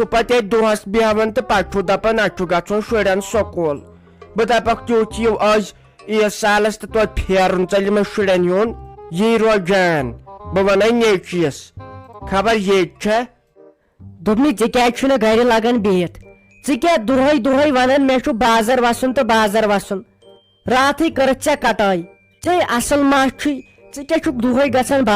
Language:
Kashmiri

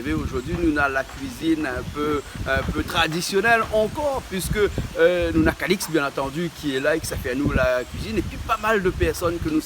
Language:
Réunion Creole French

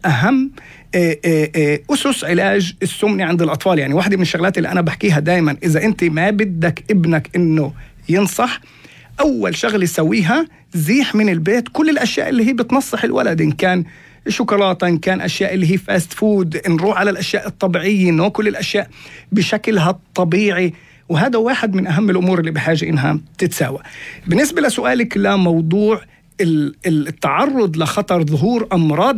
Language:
North Levantine Arabic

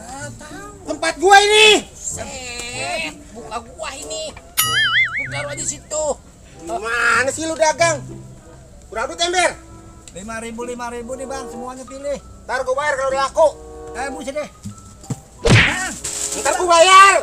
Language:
Betawi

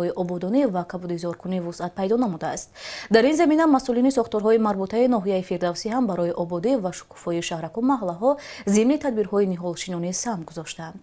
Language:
Tajik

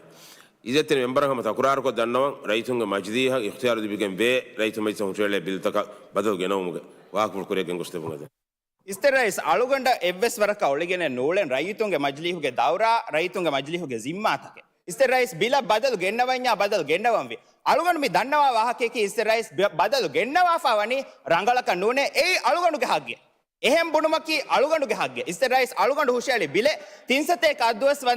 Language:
Divehi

